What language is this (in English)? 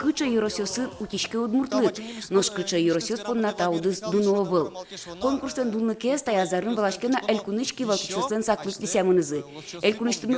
Udmurt